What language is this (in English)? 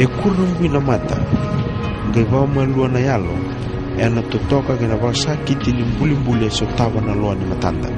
Fijian